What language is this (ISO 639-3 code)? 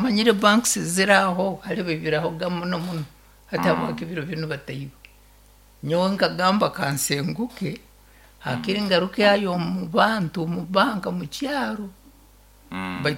nyo